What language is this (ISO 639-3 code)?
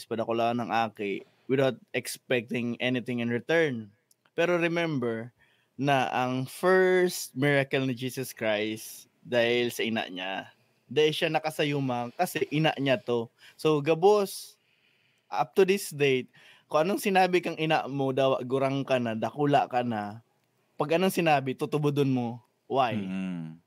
bik